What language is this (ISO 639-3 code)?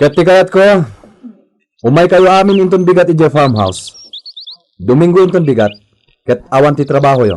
ilo